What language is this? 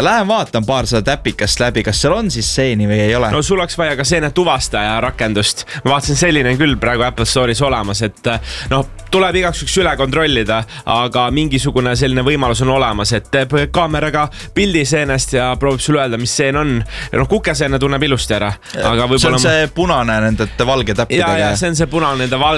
Estonian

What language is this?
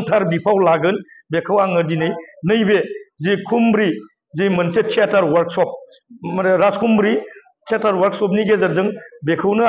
Bodo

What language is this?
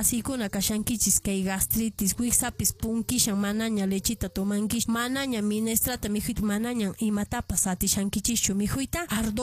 Quechua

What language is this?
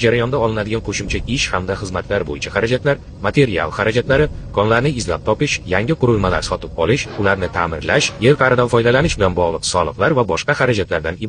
Uzbek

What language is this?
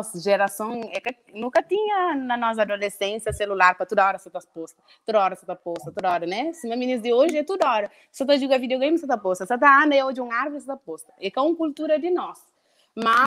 Kabuverdianu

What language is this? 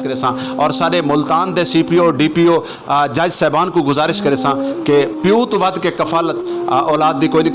Saraiki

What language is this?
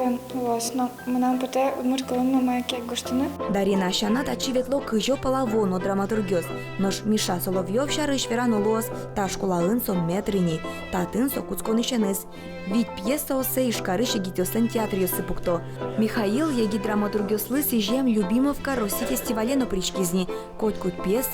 Udmurt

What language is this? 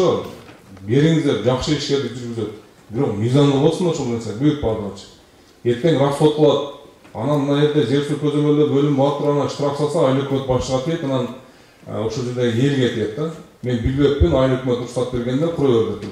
Kyrgyz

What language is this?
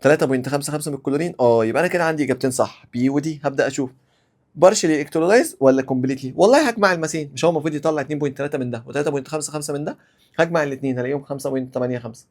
Egyptian Arabic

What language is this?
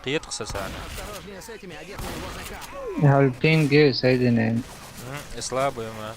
Chechen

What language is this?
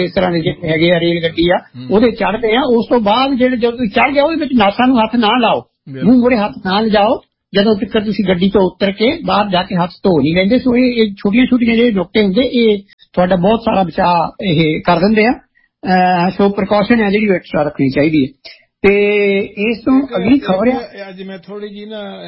Punjabi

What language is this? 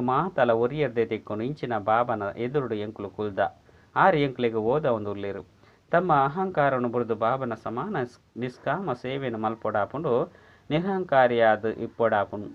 Tulu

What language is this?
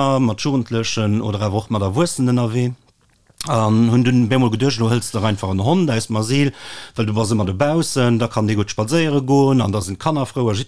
Luxembourgish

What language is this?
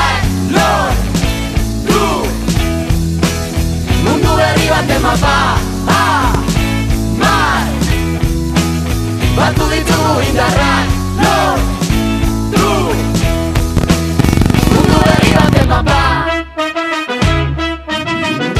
Basque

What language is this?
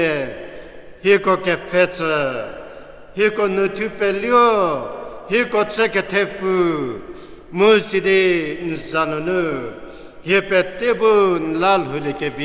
Angami Naga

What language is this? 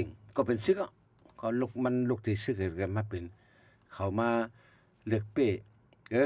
Shan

